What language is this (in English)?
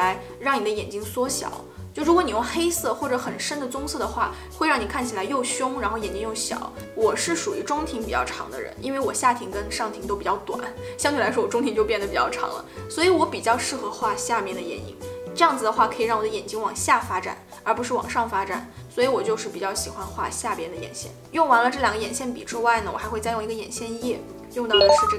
Chinese